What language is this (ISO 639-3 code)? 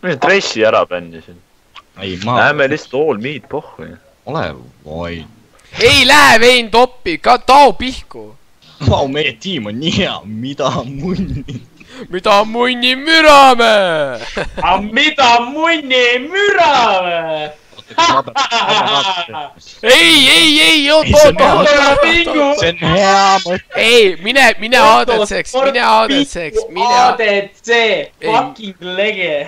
est